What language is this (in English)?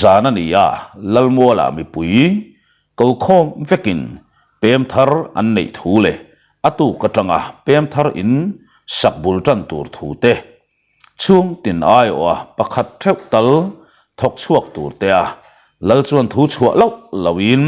Mizo